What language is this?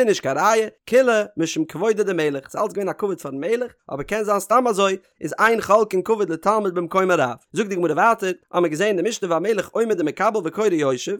Yiddish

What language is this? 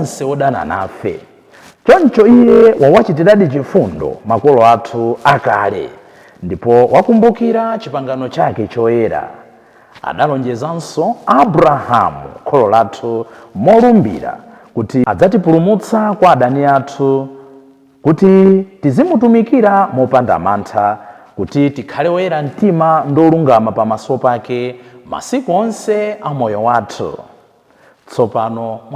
Nyanja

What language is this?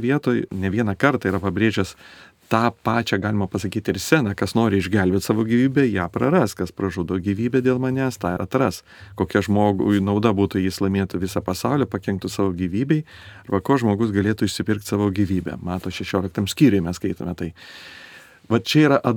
Lithuanian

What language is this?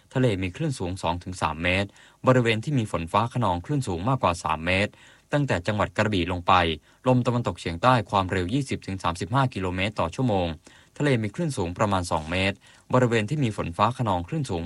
Thai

